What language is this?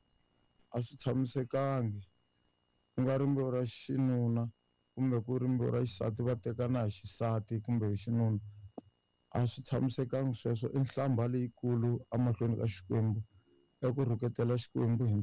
Tsonga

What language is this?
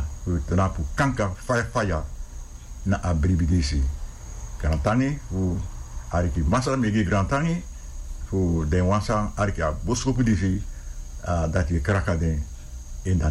Sranan Tongo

